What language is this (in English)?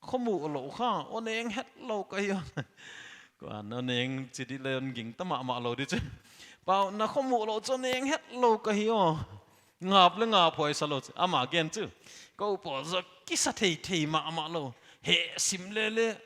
Paite Chin